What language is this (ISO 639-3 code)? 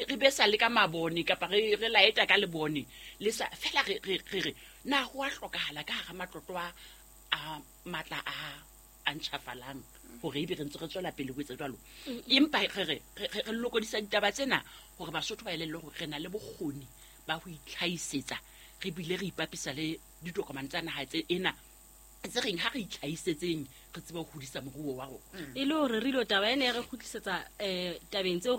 sot